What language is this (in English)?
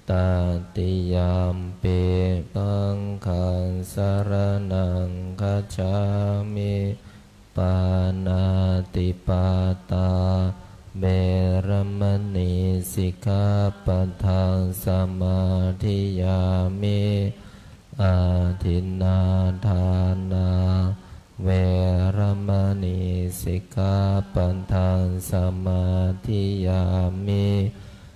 Pali